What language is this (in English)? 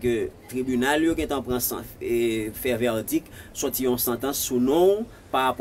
Haitian Creole